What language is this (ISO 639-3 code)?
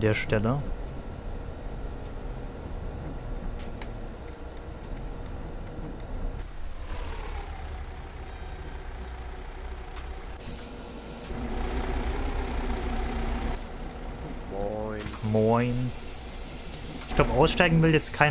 deu